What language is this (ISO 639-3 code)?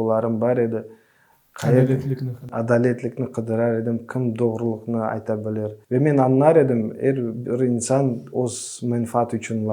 crh